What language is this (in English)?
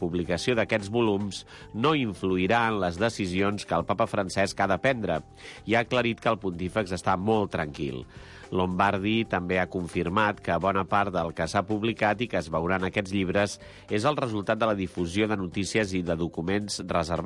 Catalan